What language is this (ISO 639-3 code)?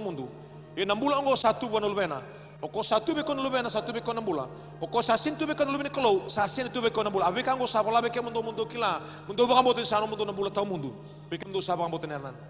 fij